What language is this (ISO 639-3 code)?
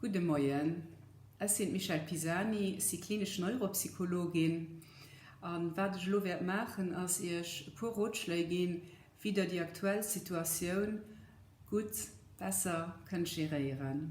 ltz